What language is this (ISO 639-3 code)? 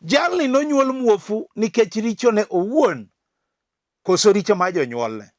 luo